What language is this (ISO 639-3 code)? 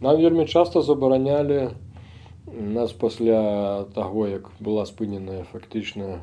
bel